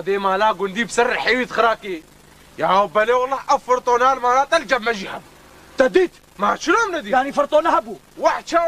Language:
Kurdish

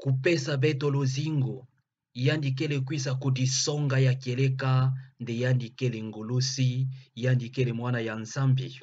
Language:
Kituba (Democratic Republic of Congo)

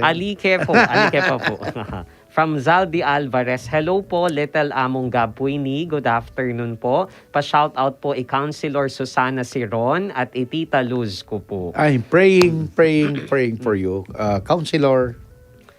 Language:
Pampanga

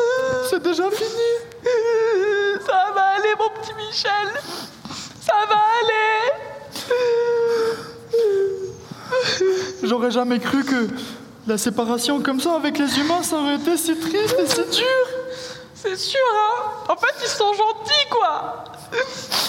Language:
French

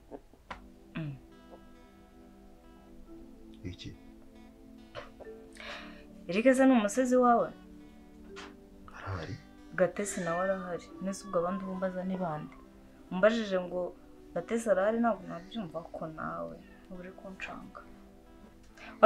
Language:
Kinyarwanda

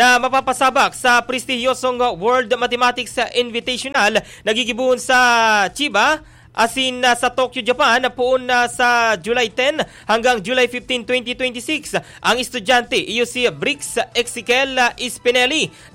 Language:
Bikol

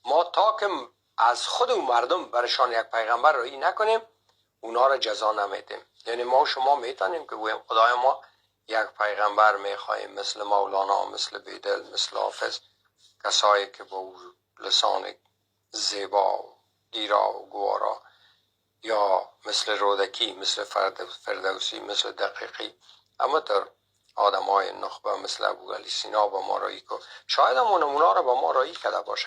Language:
Persian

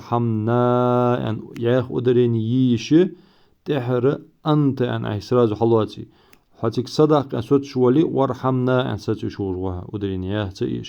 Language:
Ingush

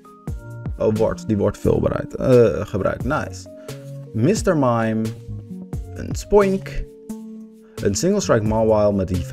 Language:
Dutch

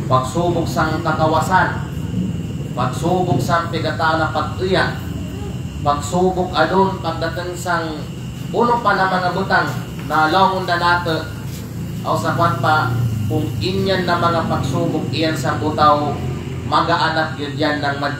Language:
Kalagan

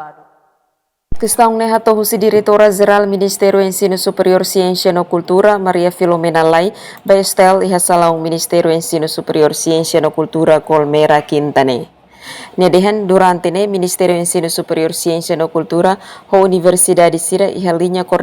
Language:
Tetum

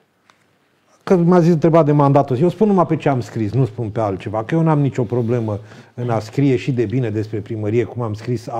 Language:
Romanian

